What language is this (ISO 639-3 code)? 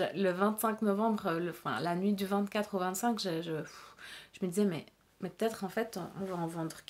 fra